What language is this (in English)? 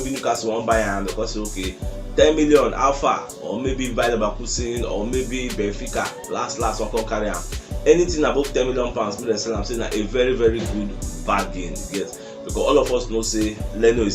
Nigerian Pidgin